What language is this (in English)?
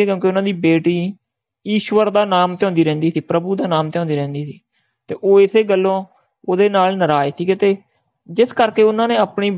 Punjabi